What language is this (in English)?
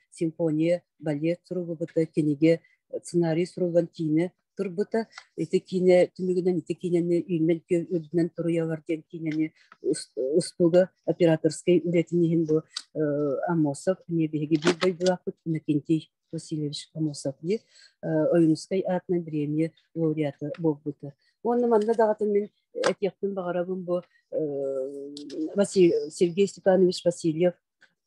Yakut